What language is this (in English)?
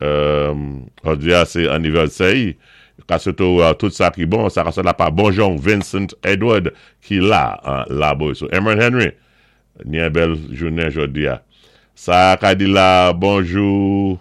Saint Lucian Creole French